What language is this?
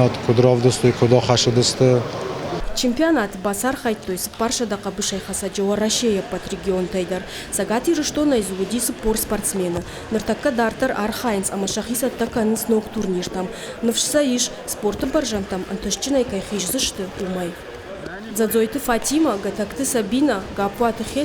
Ossetic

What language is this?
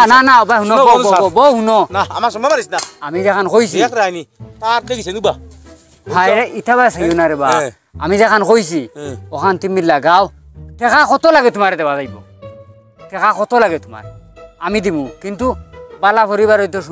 Sylheti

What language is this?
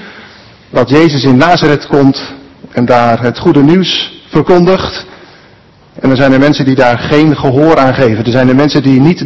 Dutch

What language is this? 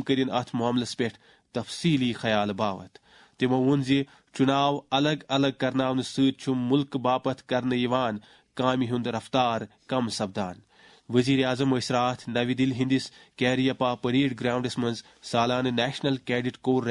Kashmiri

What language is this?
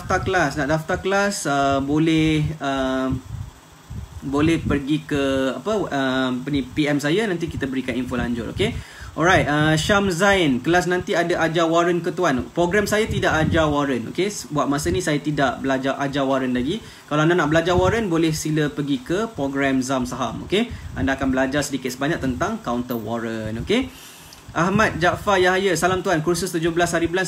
Malay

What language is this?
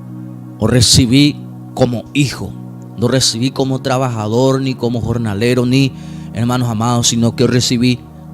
Guarani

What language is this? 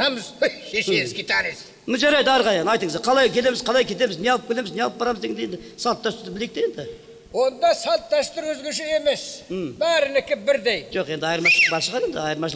Kazakh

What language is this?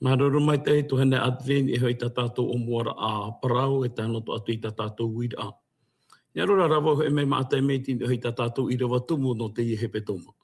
Tahitian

